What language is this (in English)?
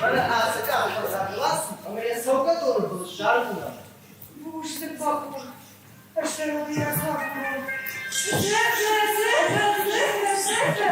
Ossetic